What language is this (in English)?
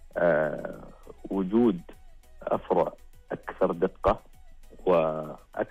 Najdi Arabic